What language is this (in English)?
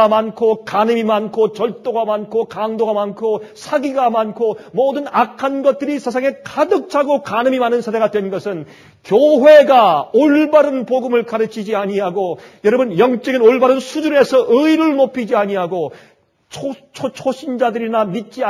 Korean